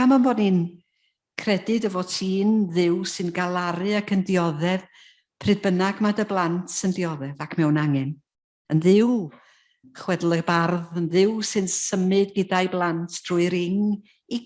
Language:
Welsh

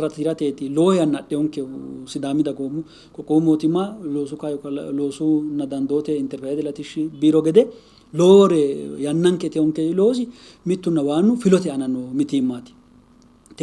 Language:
Sidamo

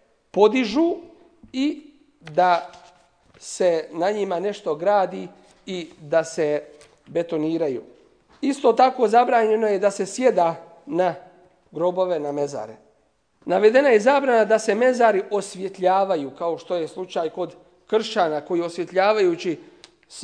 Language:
Bosnian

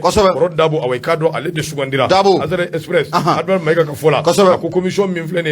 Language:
Bambara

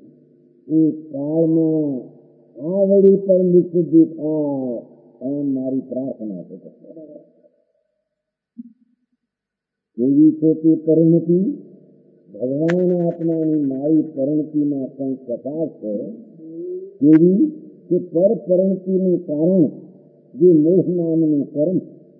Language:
Gujarati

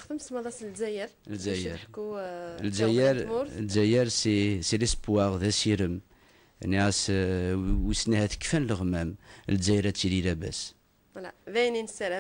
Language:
Kabyle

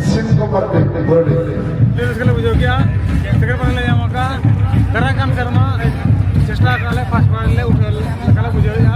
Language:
Santali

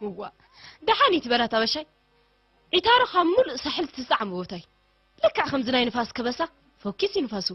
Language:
Tigrinya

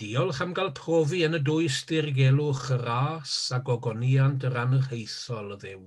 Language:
Welsh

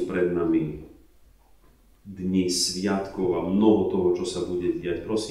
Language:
Slovak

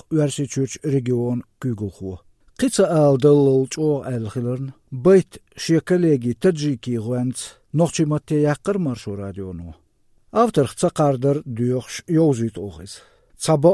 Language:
Azerbaijani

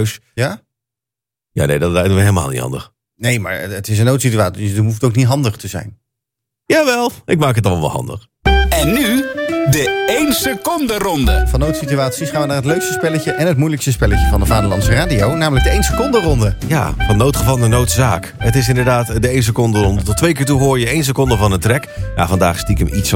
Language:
Dutch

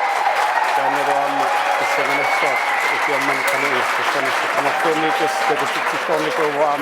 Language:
Kalaallisut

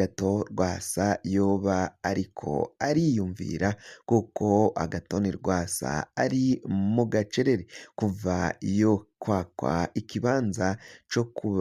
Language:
Rundi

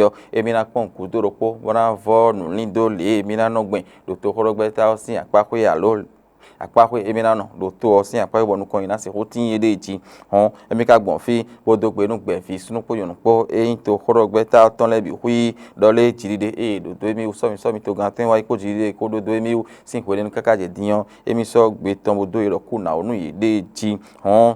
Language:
Fon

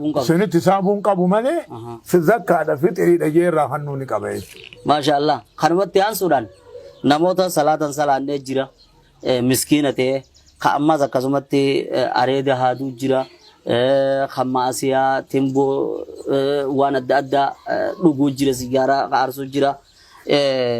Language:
Oromo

